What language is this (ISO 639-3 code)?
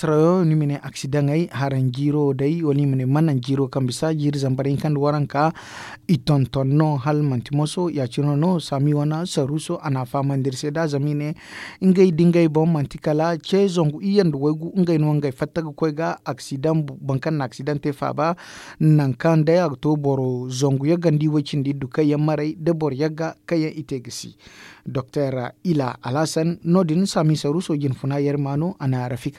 dje